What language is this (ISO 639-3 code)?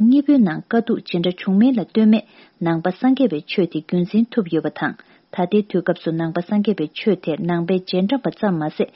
bod